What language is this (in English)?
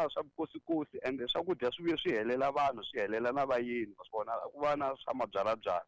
Tsonga